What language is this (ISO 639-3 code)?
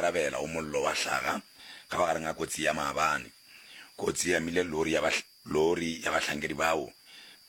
nso